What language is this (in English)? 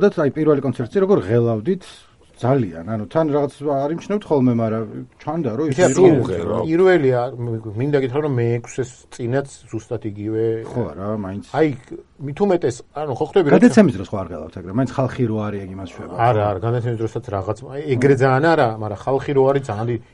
Georgian